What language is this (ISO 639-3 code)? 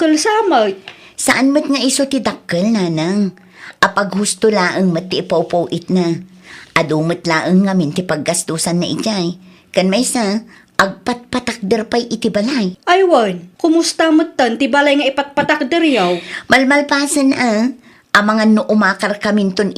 ilo